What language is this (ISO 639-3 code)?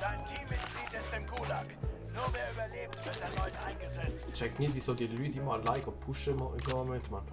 gsw